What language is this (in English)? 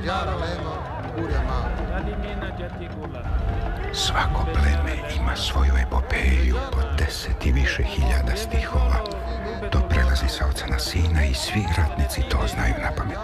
Serbian